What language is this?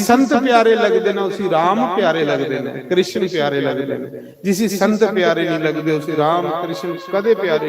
Dogri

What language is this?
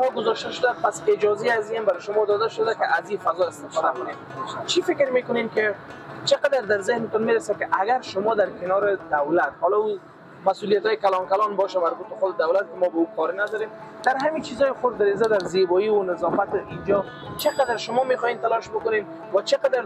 Persian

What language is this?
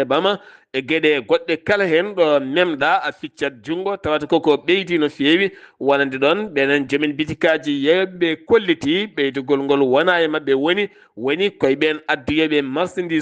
Fula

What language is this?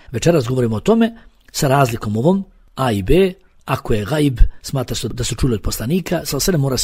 Bosnian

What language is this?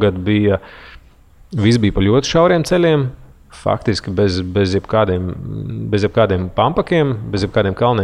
Latvian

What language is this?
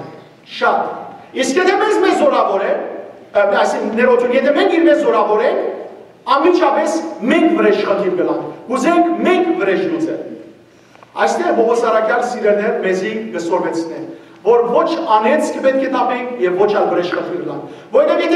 Western Armenian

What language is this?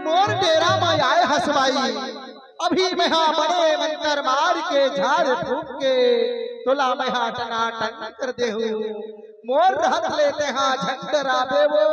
Chhattisgarhi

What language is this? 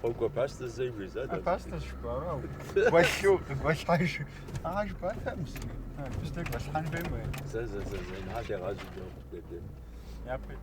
Kabardian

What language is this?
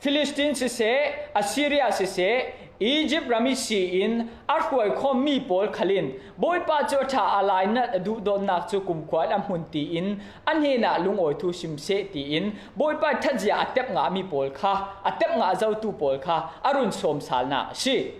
Falam Chin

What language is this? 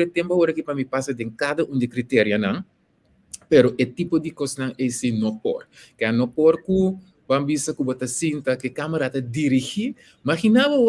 Papiamento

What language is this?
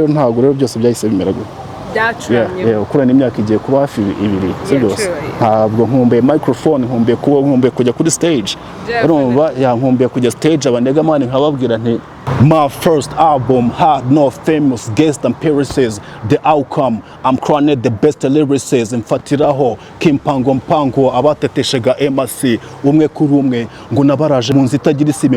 Kinyarwanda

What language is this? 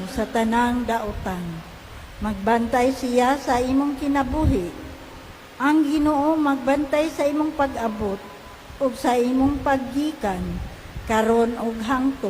Cebuano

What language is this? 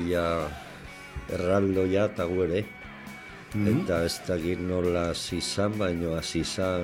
Basque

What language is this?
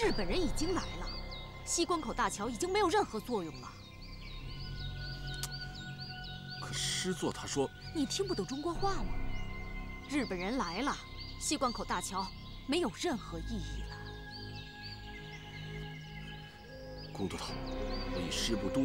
Chinese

